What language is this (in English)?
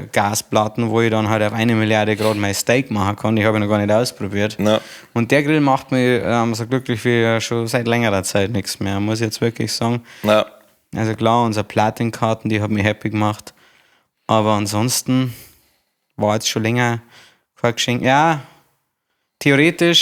Bavarian